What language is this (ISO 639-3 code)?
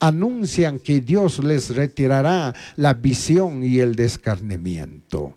qug